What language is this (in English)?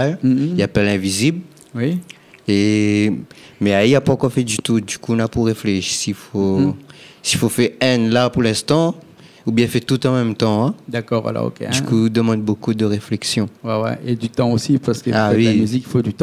Réunion Creole French